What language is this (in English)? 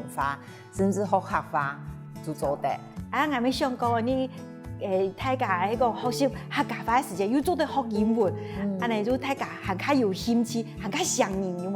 Hakka Chinese